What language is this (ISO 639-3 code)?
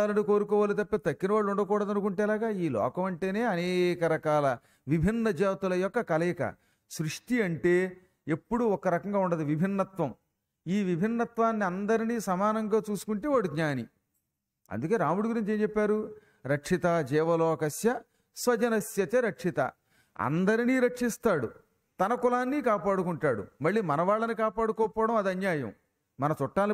tel